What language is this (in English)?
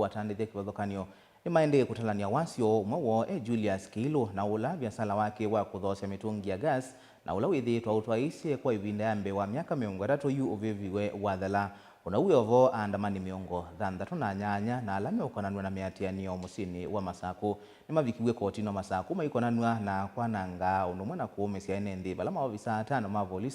Kamba